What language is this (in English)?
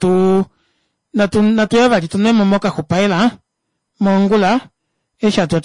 Kuanyama